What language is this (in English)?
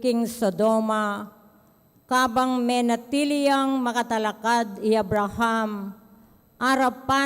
Pampanga